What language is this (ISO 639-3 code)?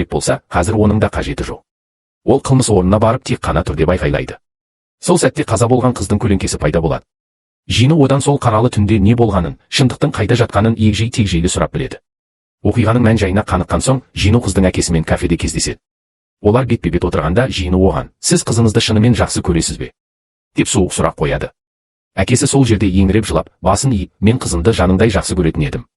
kaz